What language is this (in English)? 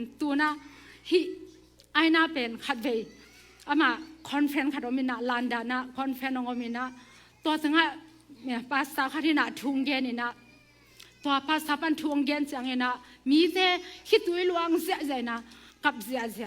Tedim Chin